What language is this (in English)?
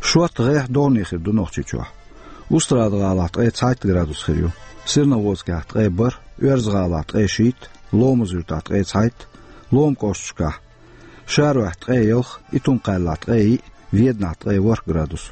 Chechen